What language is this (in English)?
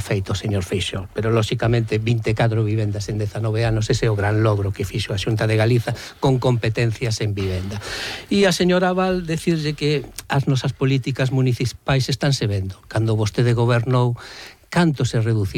Galician